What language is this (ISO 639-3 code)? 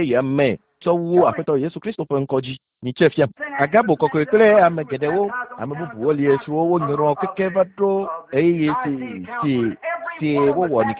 ewe